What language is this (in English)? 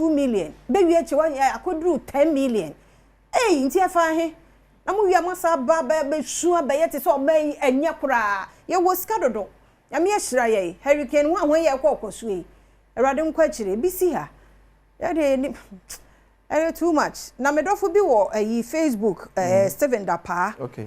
Akan